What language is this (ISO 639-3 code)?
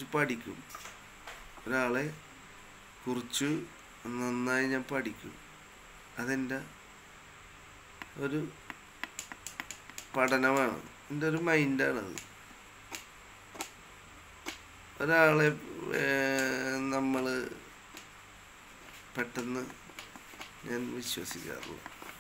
mal